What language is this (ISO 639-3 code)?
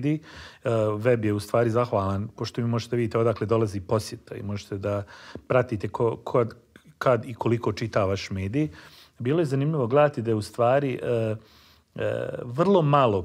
bos